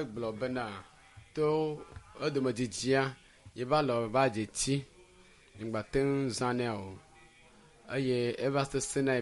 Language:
Ewe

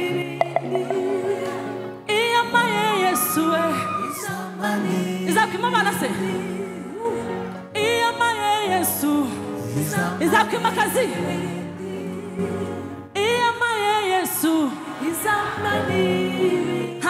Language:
Kinyarwanda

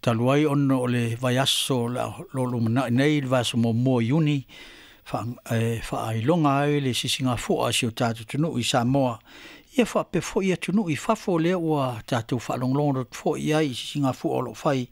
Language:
Samoan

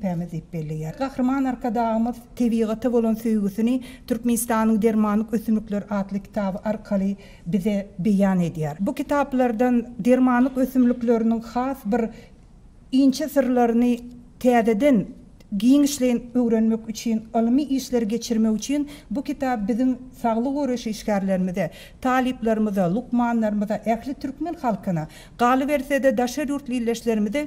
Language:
Turkmen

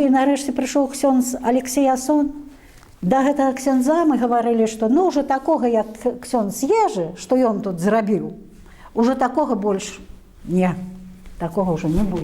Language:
Belarusian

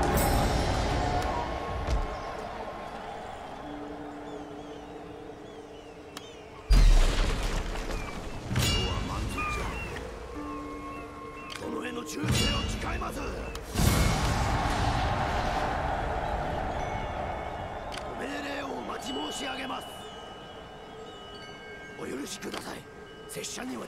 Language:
Japanese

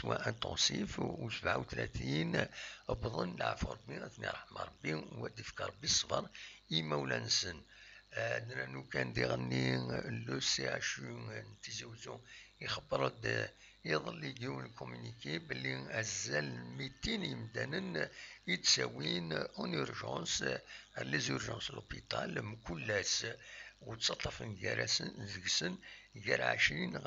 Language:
Kabyle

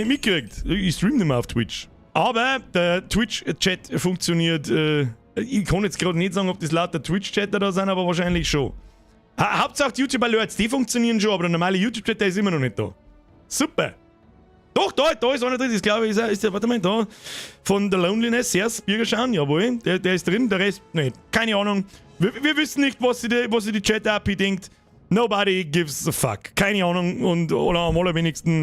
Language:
Bavarian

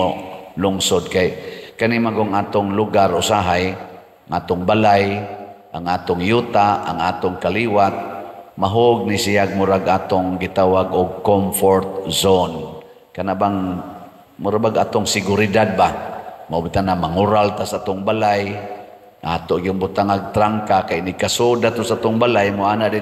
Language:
Cebuano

